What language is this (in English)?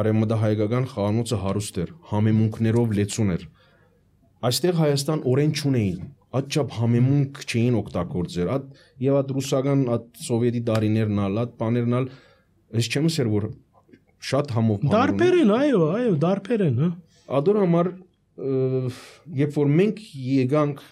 Armenian